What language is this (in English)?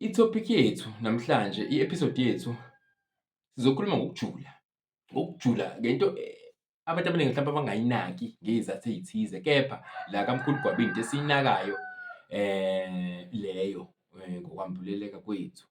Zulu